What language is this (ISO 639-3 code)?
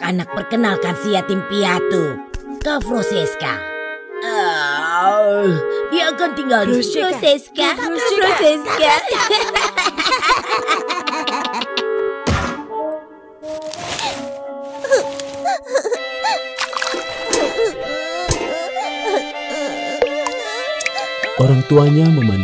ind